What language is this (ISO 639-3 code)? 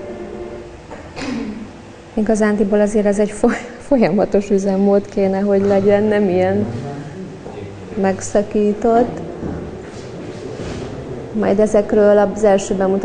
hun